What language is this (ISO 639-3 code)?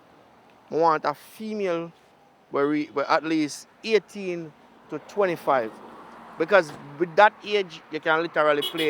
jam